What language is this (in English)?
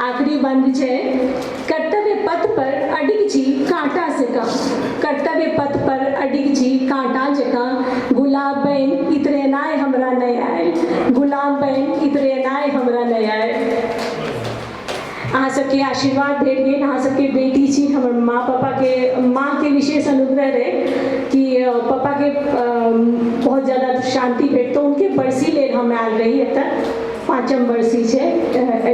Maithili